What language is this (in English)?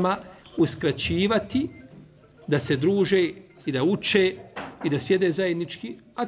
Serbian